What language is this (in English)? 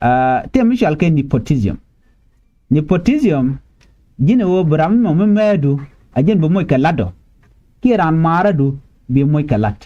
Nuer